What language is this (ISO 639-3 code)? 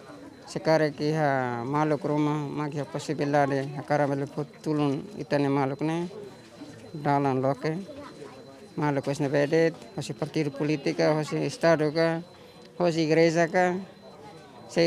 tet